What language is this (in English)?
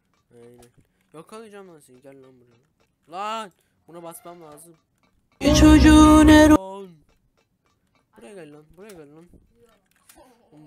Turkish